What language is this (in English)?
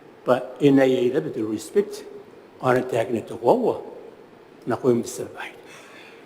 Gilbertese